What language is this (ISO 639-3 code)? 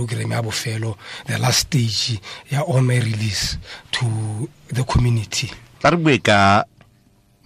tsn